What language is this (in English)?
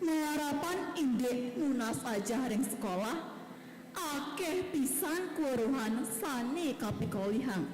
Balinese